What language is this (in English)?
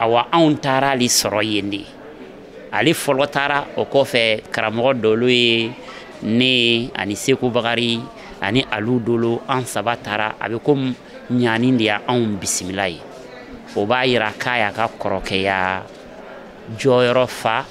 Bambara